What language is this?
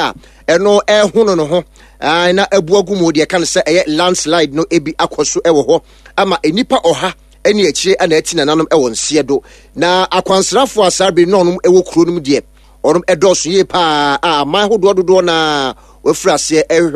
Akan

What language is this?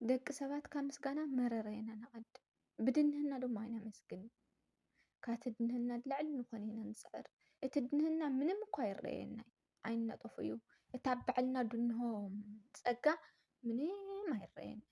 Tigrinya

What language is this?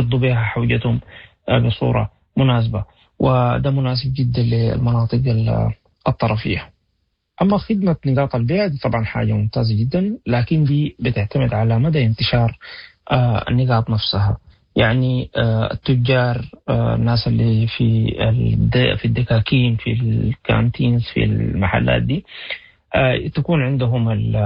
Sudanese Arabic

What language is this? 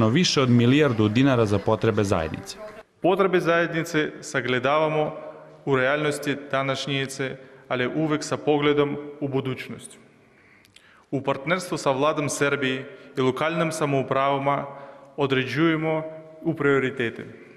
Serbian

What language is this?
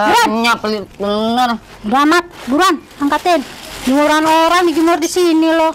Betawi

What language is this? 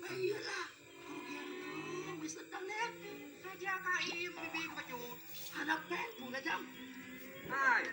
Achinese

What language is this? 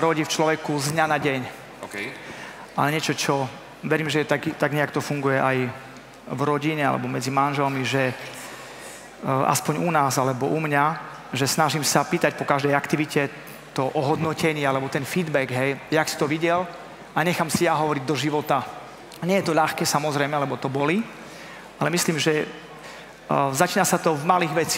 Slovak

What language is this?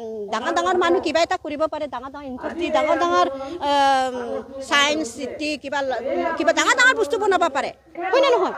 Assamese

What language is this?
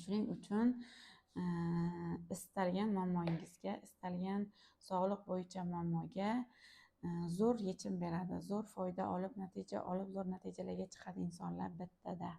Uzbek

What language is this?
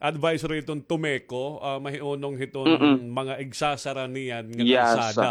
Waray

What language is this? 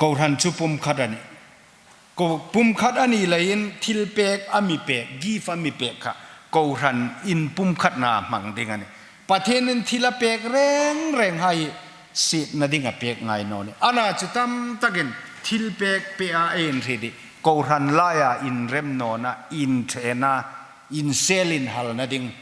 Hmar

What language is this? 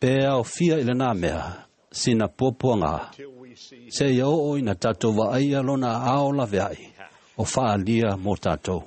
Samoan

